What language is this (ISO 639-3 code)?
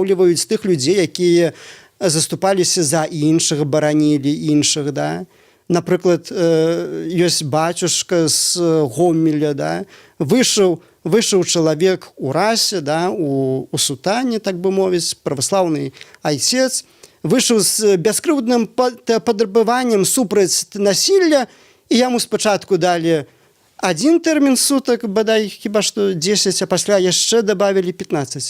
bel